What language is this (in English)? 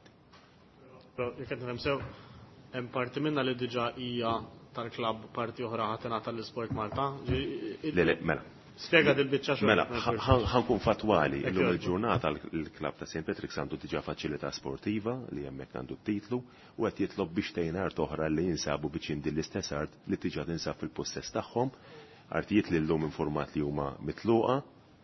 Maltese